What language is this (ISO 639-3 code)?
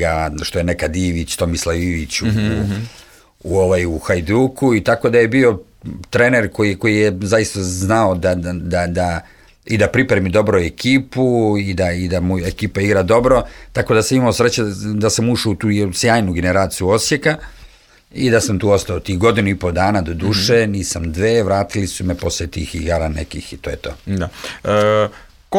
srp